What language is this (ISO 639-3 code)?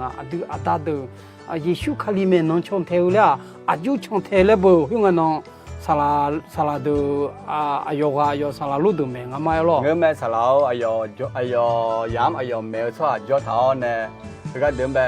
ahk